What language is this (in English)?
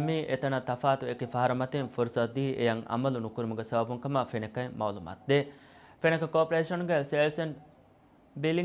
Divehi